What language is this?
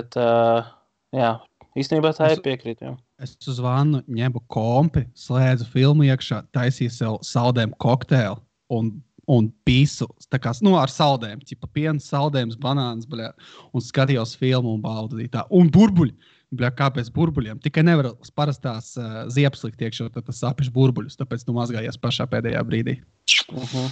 Latvian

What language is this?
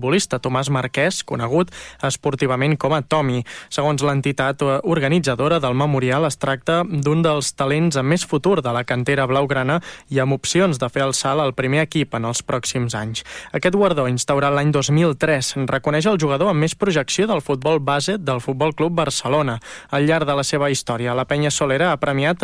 Catalan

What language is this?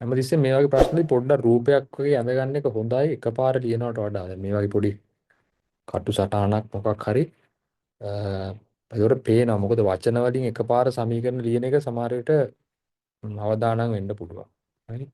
Sinhala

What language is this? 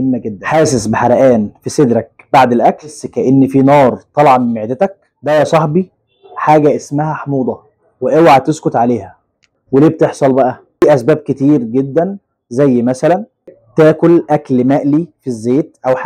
Egyptian Arabic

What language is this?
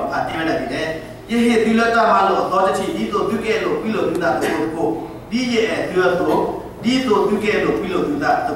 S'gaw Karen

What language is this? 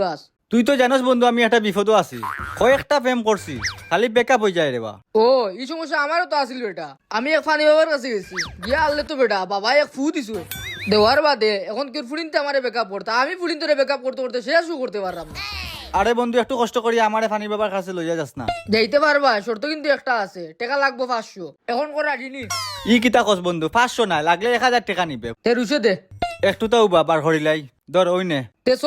Sylheti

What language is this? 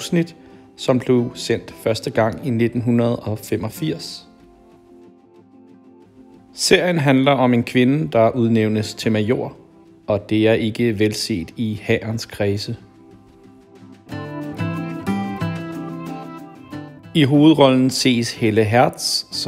Danish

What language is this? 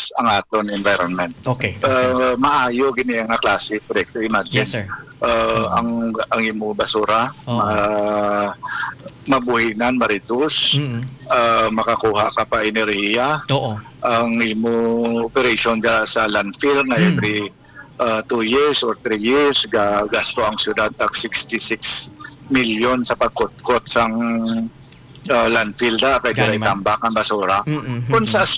Hiligaynon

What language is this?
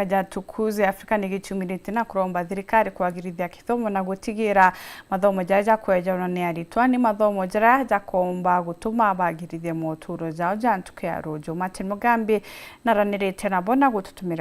Meru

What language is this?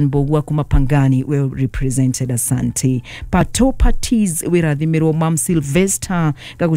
Kikuyu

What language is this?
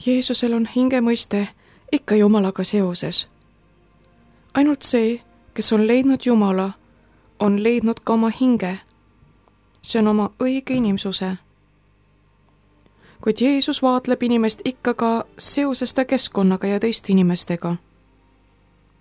Estonian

